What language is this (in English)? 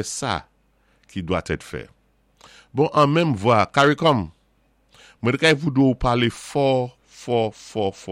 Saint Lucian Creole French